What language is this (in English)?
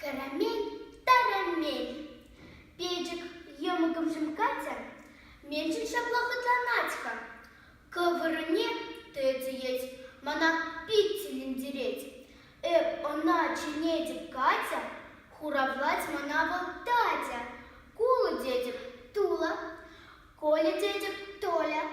Chuvash